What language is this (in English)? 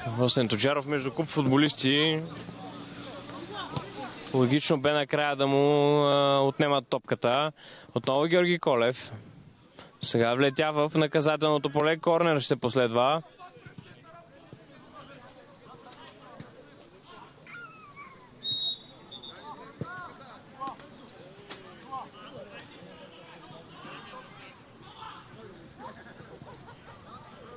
Bulgarian